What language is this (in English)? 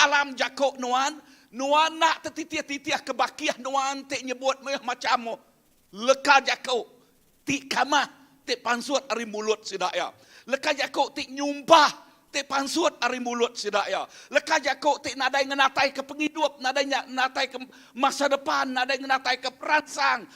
Iban